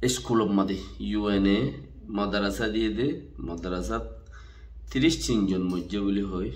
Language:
Rohingya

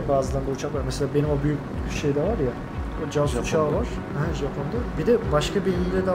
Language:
Turkish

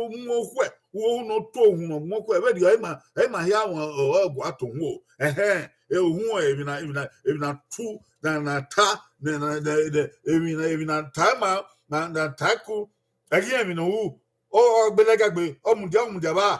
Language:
Bini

